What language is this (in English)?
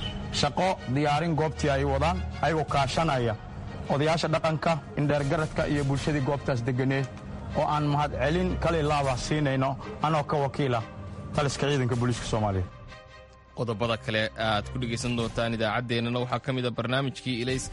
Somali